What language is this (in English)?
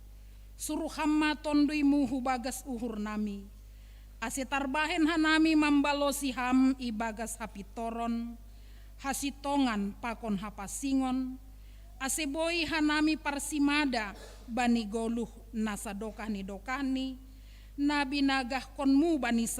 Batak Simalungun